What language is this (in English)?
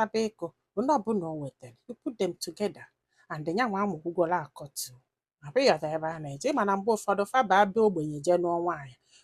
Igbo